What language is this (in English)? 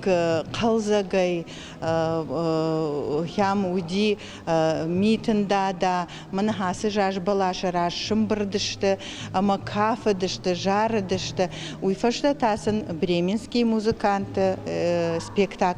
Ossetic